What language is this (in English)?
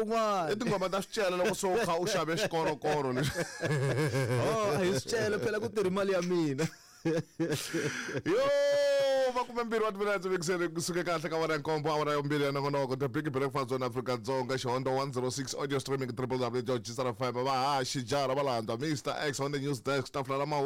Tsonga